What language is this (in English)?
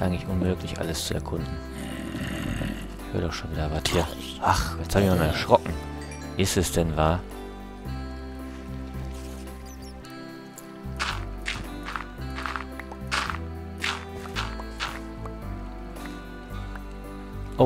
German